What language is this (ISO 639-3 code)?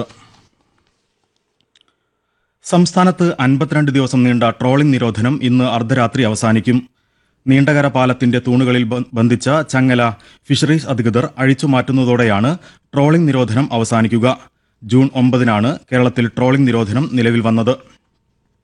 mal